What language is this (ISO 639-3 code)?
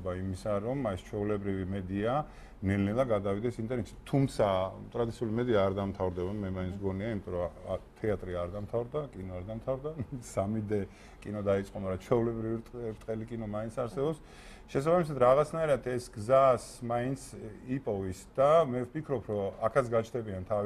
kat